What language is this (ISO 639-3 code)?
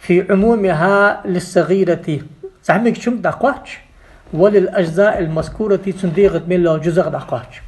inh